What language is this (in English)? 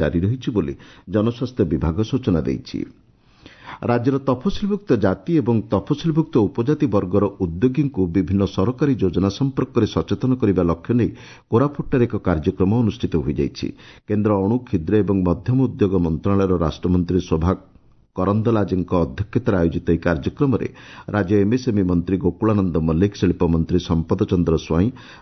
Odia